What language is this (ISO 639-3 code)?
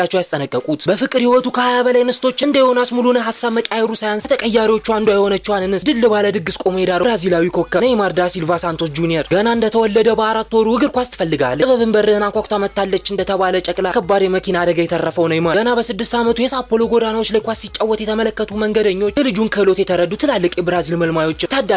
amh